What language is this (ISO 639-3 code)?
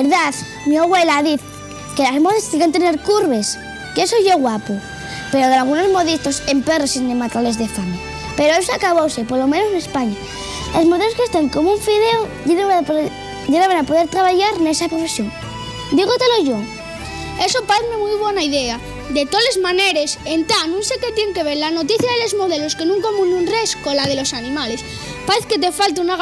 ast